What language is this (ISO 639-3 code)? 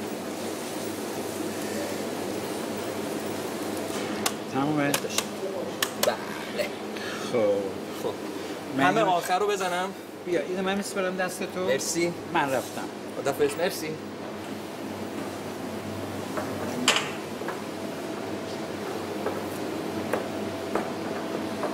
fas